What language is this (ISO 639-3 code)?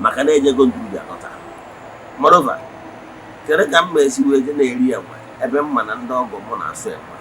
ibo